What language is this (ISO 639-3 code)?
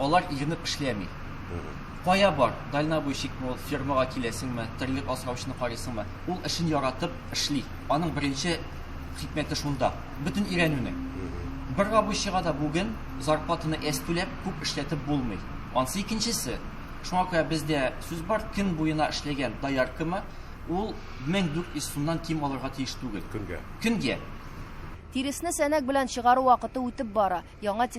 tat